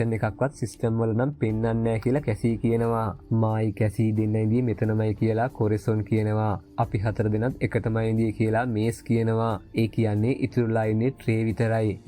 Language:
Sinhala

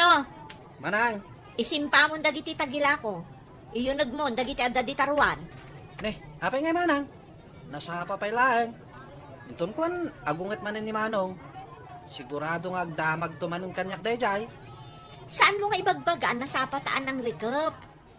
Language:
Iloko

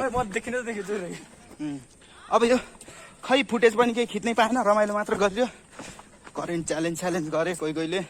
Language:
Nepali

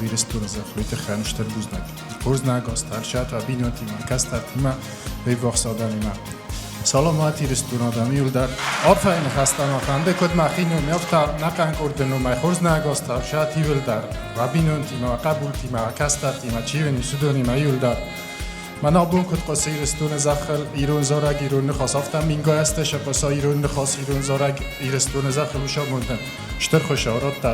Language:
Ossetic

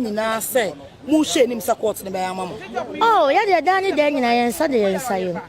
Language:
Akan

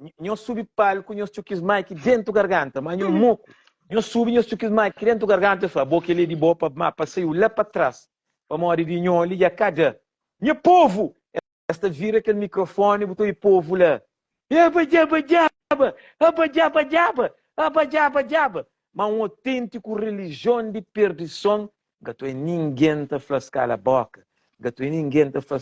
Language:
Kabuverdianu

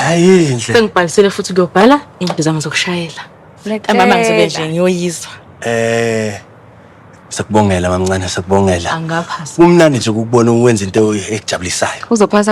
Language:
Zulu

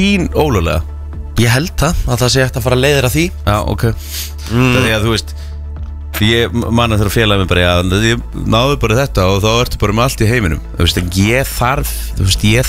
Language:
Icelandic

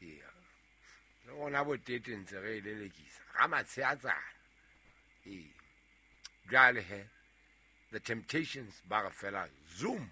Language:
Southern Sotho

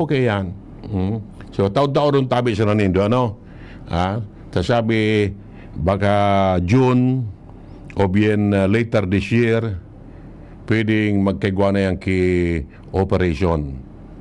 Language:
Bikol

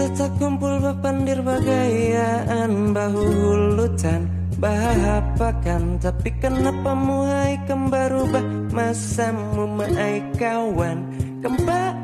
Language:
Banjar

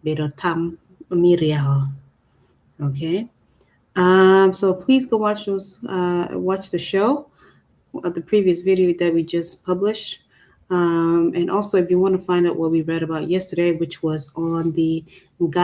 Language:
Acoli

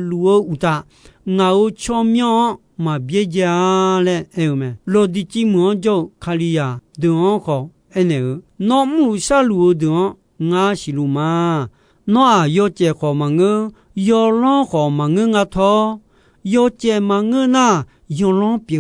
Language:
Akha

